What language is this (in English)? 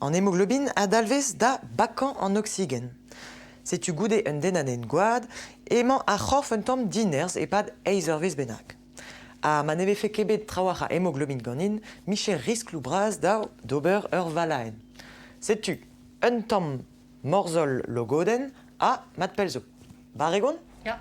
Breton